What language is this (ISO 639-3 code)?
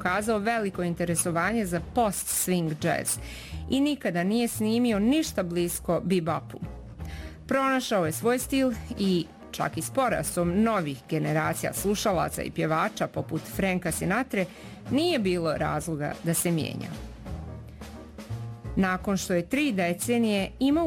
bos